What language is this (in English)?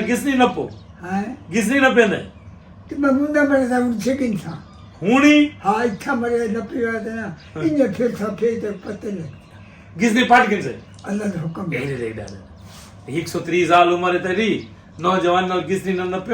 Saraiki